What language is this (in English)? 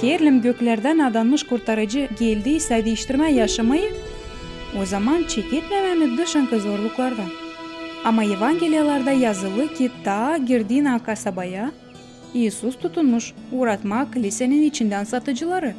Gagauz